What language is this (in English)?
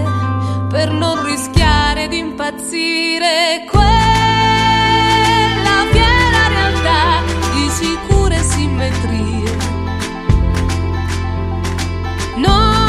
Italian